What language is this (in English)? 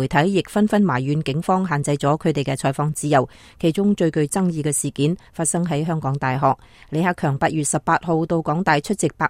Cantonese